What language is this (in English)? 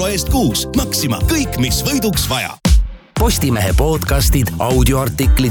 Estonian